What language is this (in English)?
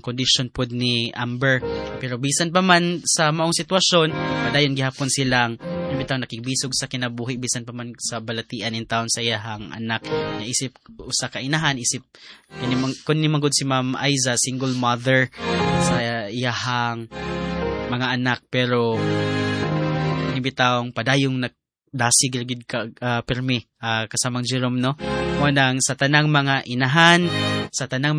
Cebuano